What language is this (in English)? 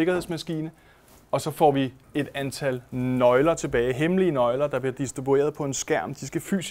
Danish